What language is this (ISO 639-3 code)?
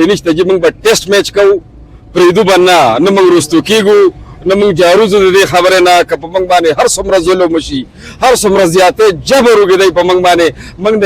pus